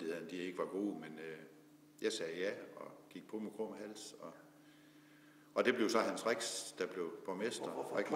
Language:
Danish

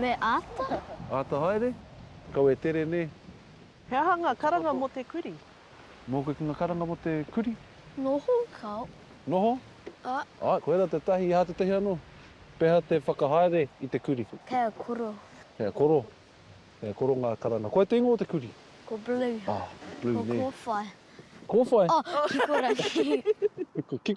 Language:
Māori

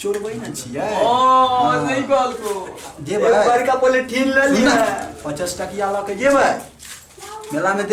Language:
Maithili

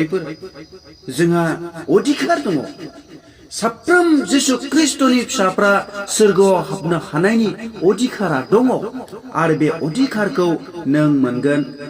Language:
Bodo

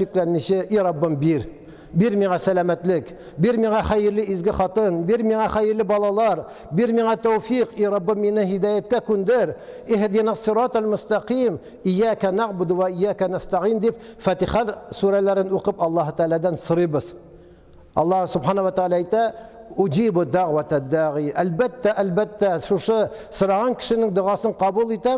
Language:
Tatar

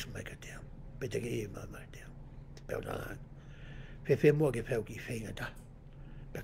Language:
Tongan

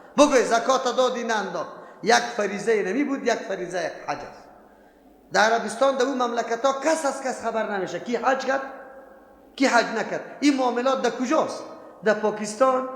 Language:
Persian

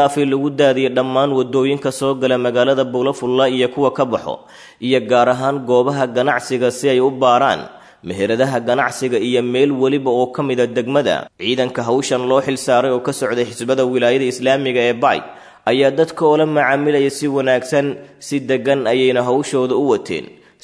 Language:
Somali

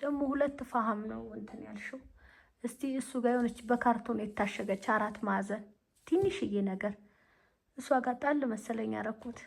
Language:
Amharic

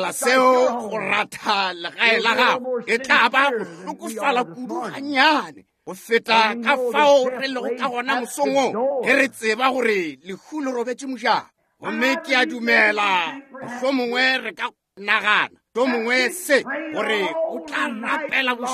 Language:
Northern Sotho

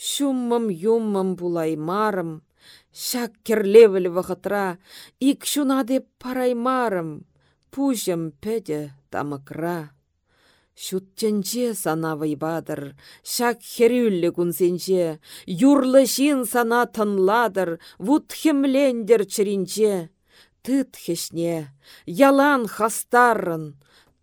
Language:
Chuvash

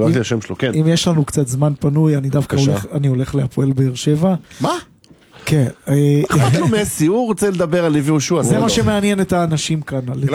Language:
Hebrew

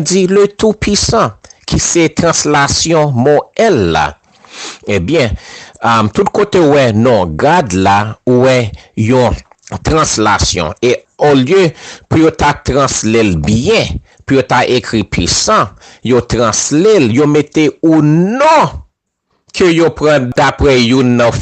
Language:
Haitian Creole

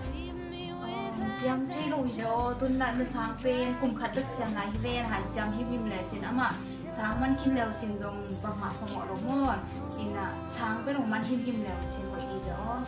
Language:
Tedim Chin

